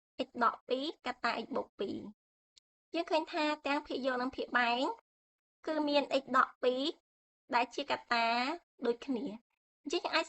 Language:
Khmer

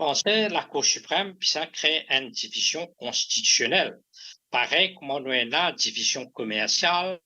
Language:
Morisyen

